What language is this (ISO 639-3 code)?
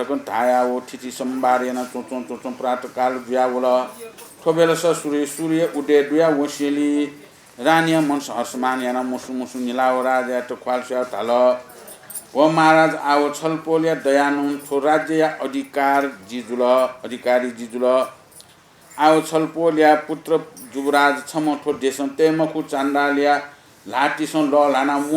new